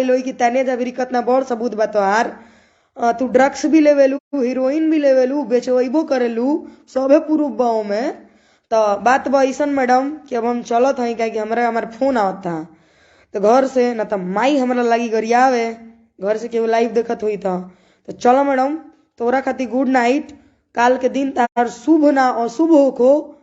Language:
Bhojpuri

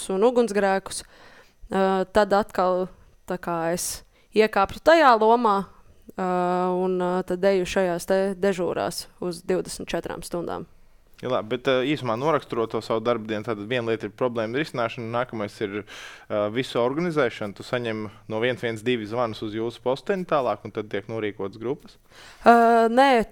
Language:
Latvian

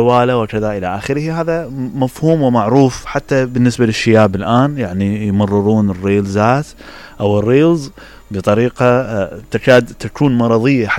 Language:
Mesopotamian Arabic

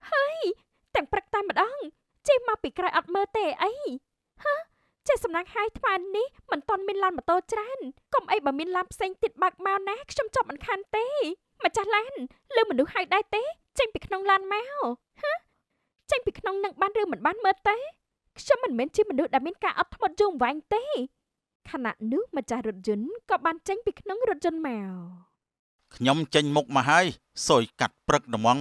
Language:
Khmer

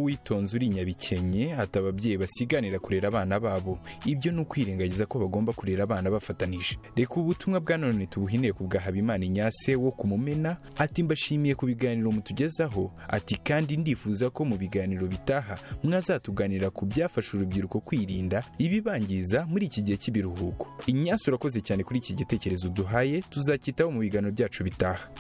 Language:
Kinyarwanda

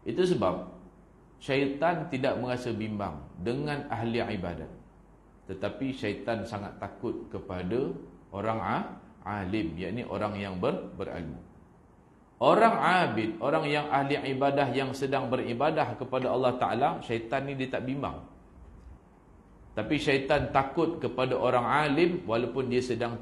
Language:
Malay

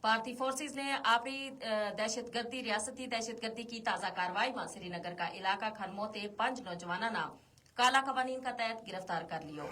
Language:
Gujari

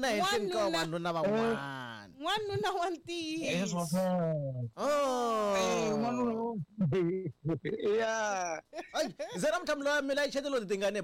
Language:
Tsonga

